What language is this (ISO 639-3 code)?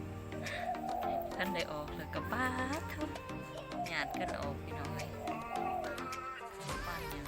lao